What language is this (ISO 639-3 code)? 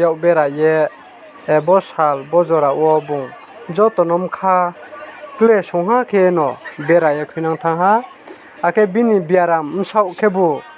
ria